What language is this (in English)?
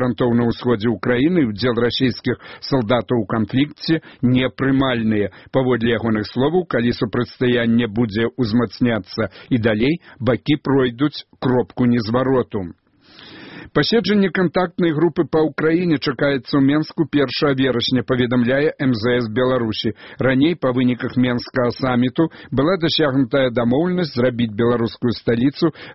Belarusian